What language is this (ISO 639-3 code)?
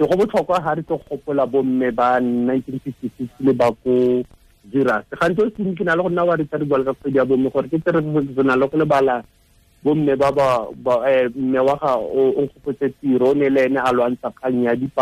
tsn